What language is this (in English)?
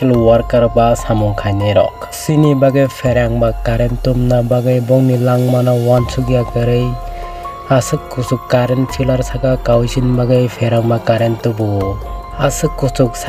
Kok Borok